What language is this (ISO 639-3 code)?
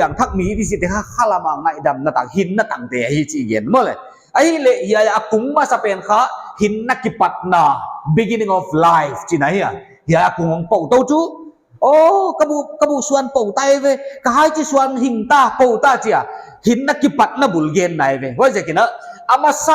pck